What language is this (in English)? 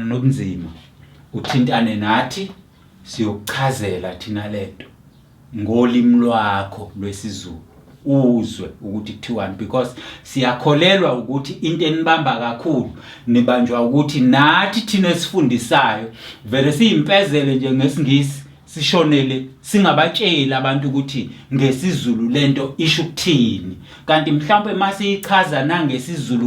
Zulu